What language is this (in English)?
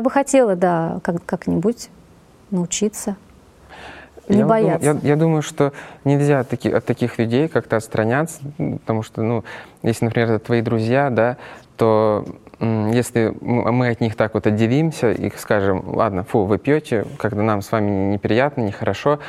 Russian